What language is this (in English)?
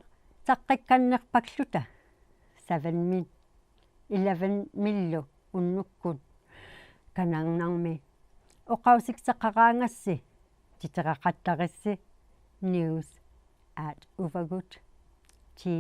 Inuktitut